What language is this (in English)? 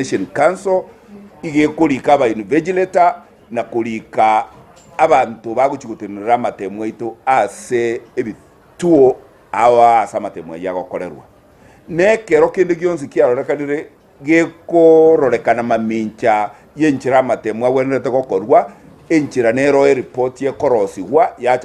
Gusii